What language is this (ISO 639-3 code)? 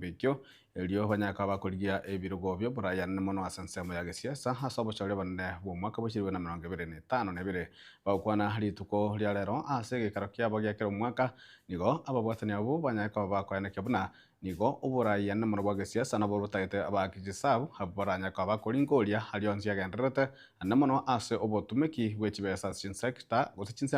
guz